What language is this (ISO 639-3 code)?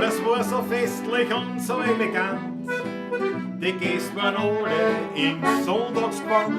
bar